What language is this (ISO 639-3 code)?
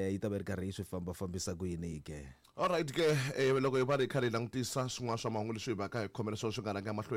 tso